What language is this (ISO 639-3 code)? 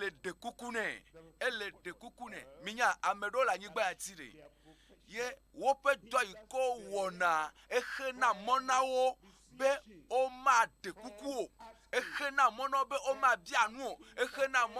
ewe